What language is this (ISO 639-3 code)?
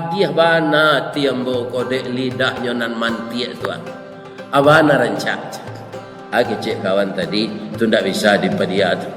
min